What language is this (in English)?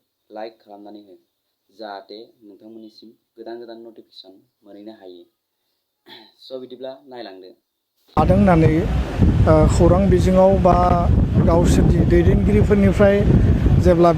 Bodo